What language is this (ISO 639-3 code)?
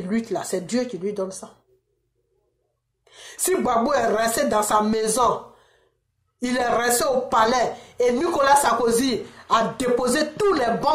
fra